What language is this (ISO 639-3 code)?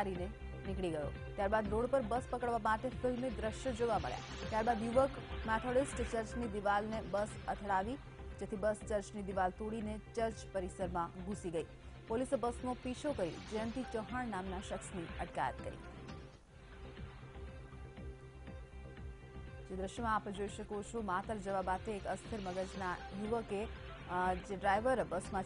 guj